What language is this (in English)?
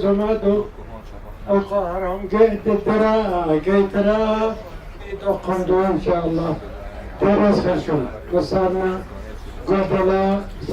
Chechen